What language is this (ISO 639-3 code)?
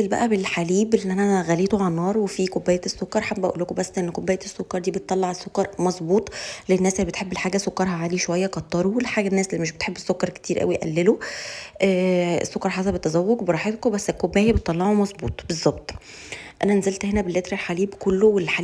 arz